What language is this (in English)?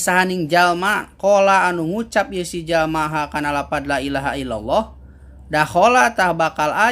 Sundanese